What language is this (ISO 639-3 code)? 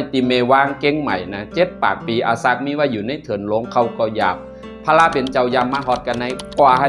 shn